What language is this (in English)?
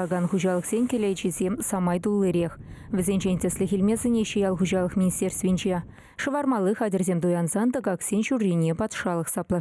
Chuvash